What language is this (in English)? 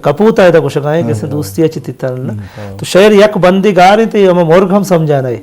Eastern Balochi